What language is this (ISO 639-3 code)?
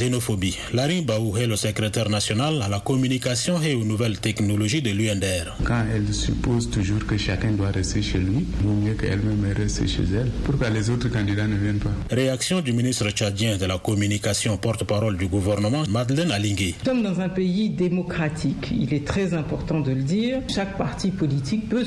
fra